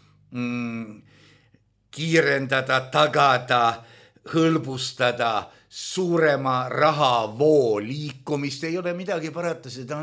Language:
Estonian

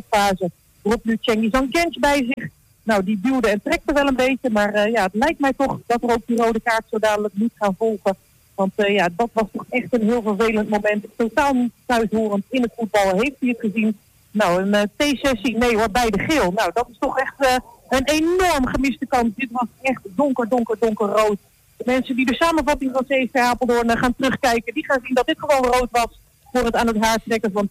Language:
Dutch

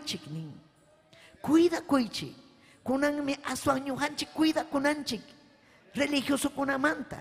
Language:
Ayacucho Quechua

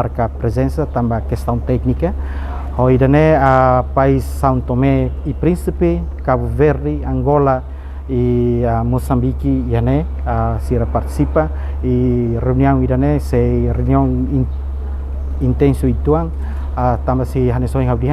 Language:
Tetum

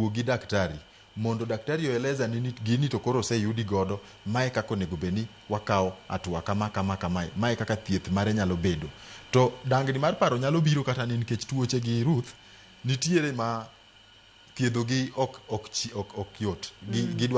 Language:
Luo (Kenya and Tanzania)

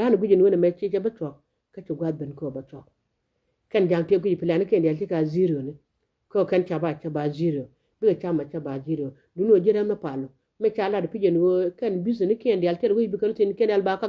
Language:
Nuer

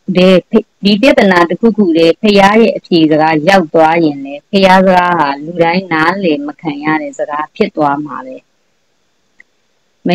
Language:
Burmese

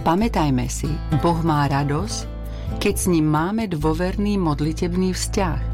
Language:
Slovak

